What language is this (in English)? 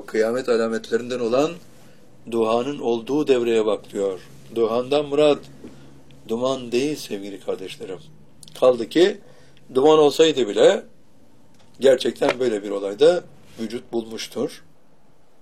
Turkish